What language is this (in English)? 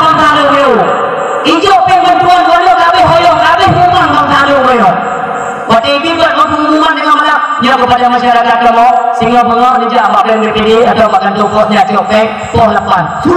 Achinese